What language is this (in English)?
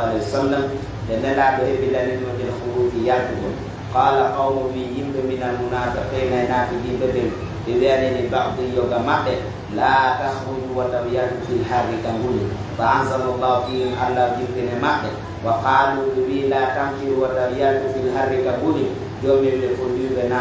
Pular